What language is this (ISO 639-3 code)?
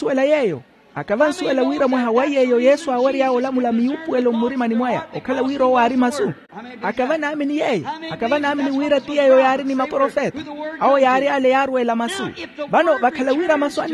vmw